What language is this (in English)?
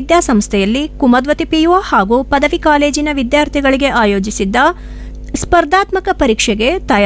Kannada